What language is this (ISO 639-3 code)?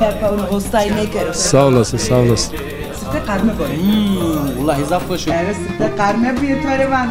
zza